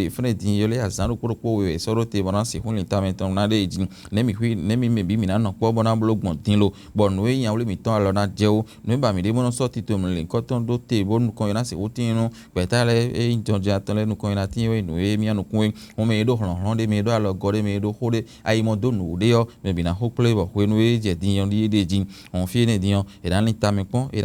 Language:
Fon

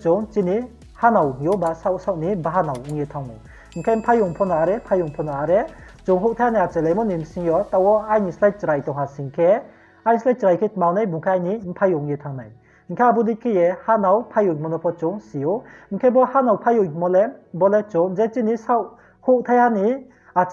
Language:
Riang (India)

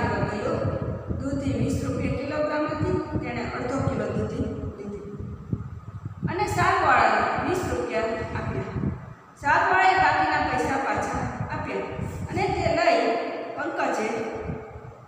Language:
Gujarati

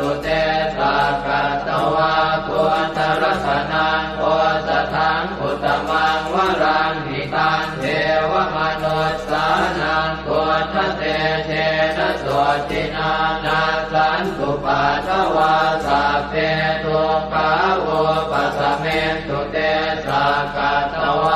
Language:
Pali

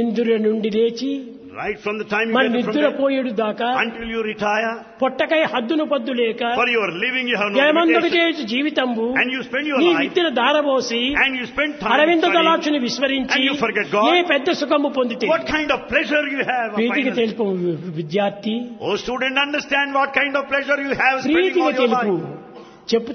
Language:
Telugu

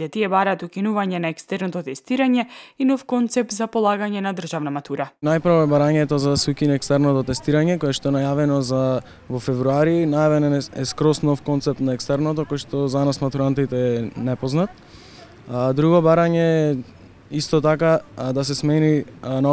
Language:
Macedonian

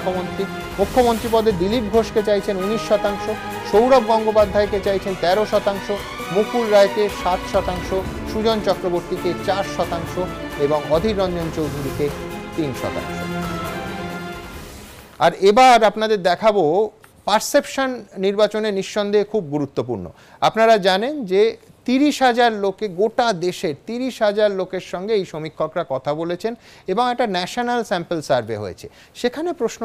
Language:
Bangla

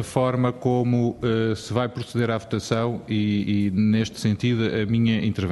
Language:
Portuguese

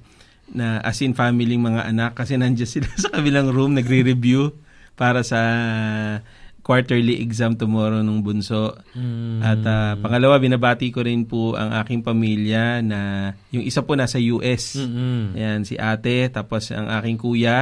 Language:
Filipino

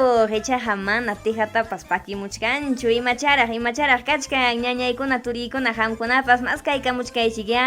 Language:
Ayacucho Quechua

